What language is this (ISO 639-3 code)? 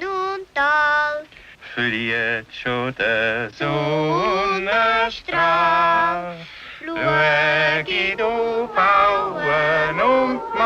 gsw